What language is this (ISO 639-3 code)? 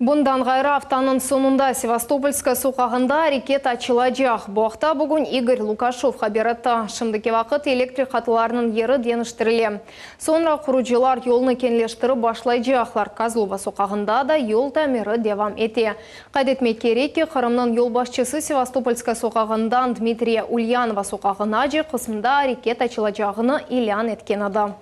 crh